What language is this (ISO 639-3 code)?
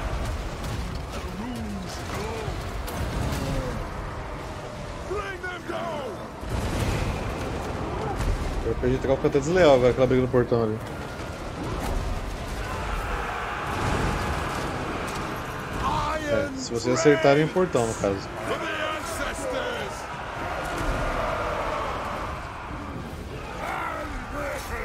por